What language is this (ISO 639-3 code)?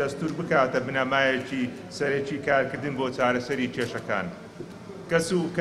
ckb